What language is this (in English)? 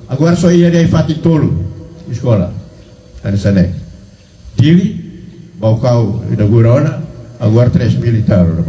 Tetum